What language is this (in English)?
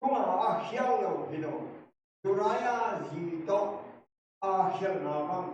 Tedim Chin